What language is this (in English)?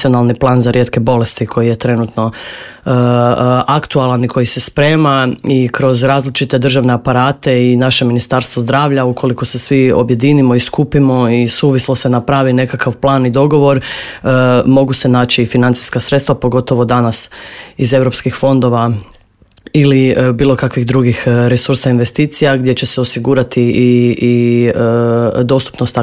Croatian